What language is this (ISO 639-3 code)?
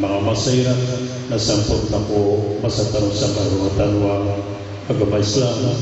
mrw